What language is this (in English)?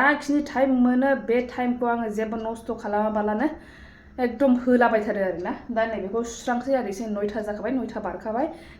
Bodo